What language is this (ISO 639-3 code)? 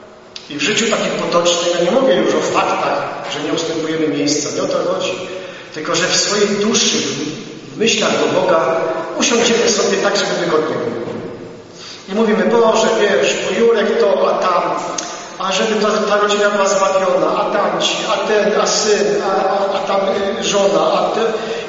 pol